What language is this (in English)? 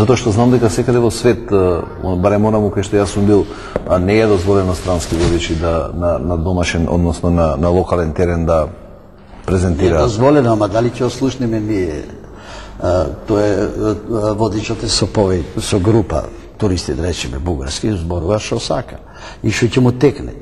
Macedonian